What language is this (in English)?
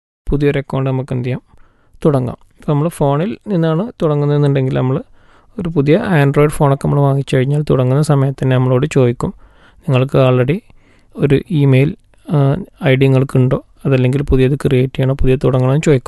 Malayalam